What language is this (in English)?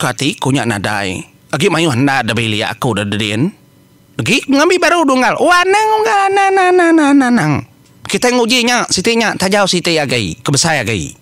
Iban